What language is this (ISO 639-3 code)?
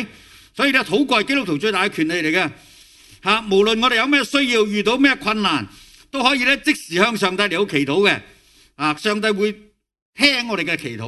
yue